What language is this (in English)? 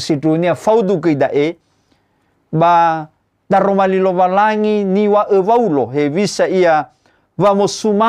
Nias